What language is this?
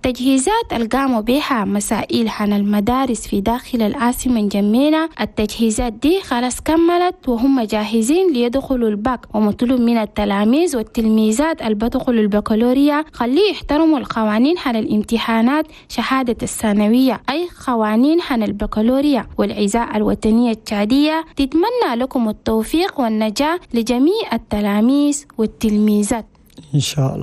Chadian Arabic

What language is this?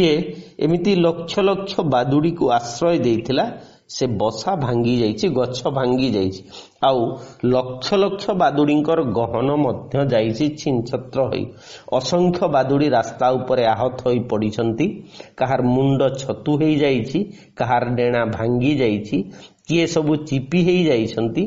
Odia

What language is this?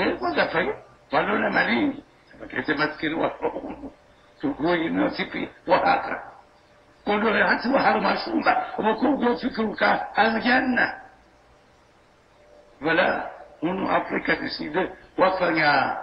Swahili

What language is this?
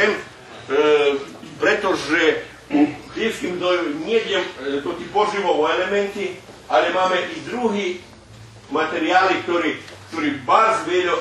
Rusyn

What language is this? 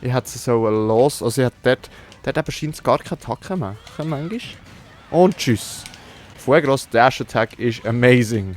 Swiss German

